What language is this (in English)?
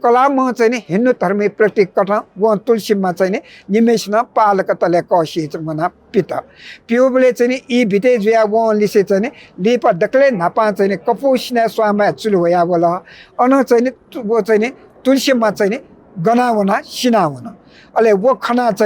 Newari